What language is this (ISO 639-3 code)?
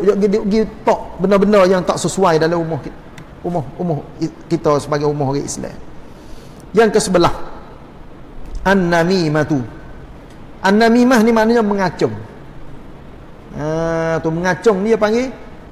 msa